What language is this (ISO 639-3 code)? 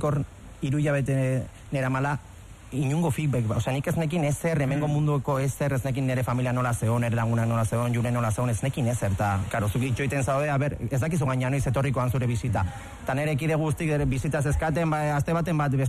eus